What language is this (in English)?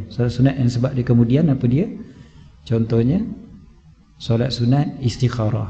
Malay